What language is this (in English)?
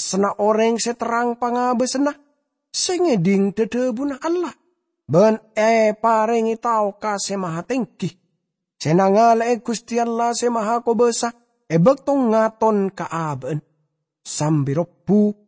Madurese